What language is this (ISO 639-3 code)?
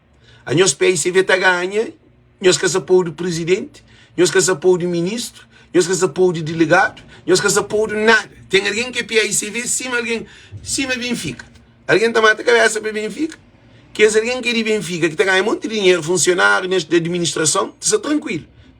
kea